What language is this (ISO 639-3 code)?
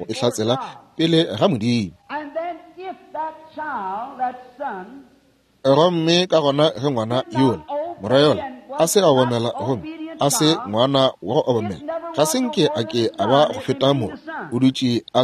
nso